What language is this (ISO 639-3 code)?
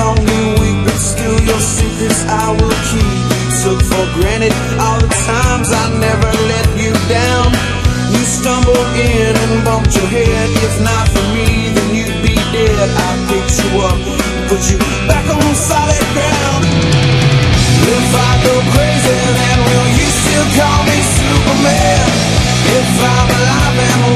eng